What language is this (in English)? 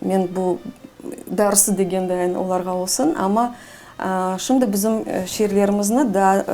Crimean Tatar